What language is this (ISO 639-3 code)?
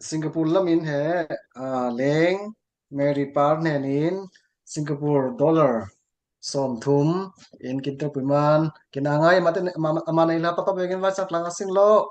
cfm